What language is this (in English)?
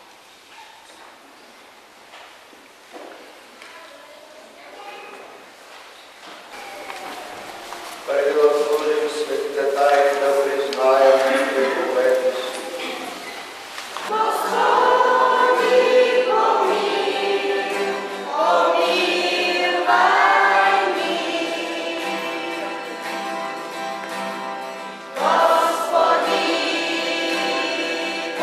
Bulgarian